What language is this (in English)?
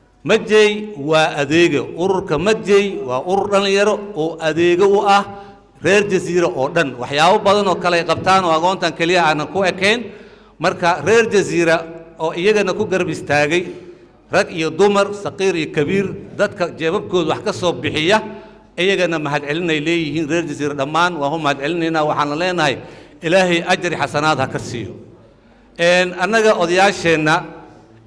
Somali